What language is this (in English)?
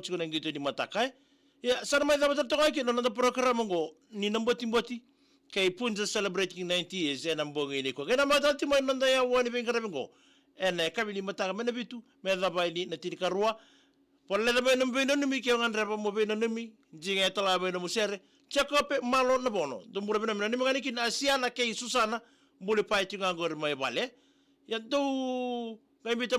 Fijian